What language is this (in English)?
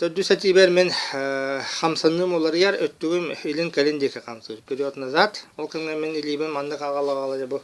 Yakut